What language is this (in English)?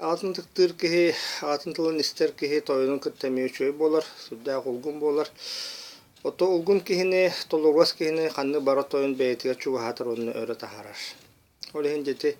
Yakut